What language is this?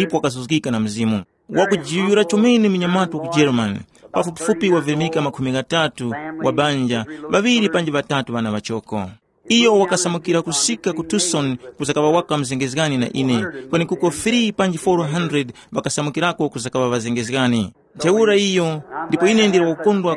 Tumbuka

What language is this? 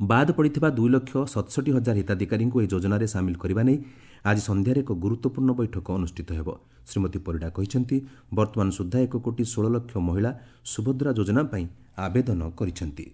Odia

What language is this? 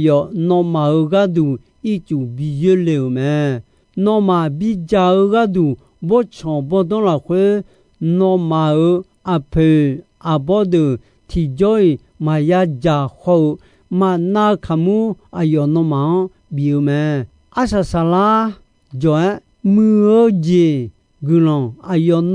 Akha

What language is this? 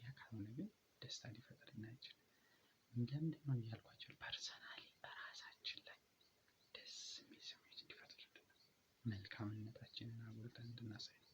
Amharic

